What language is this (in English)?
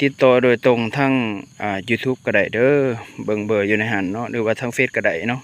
Lao